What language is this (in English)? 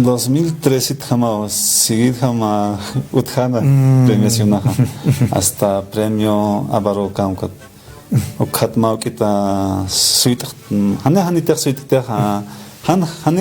Aymara